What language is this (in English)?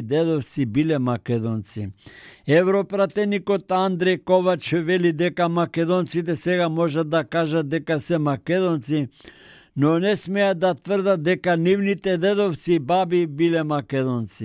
Macedonian